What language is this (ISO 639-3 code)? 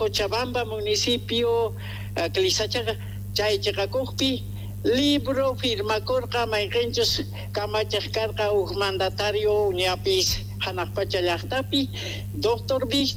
que